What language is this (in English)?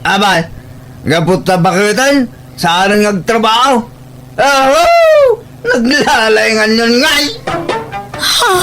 Iloko